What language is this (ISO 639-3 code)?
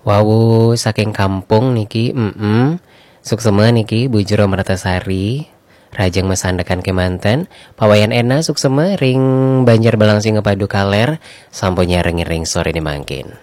ban